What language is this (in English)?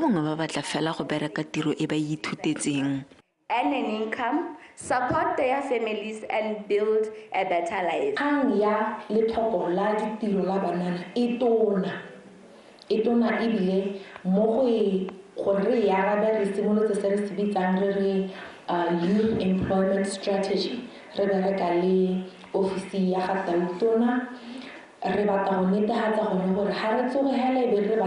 Tswana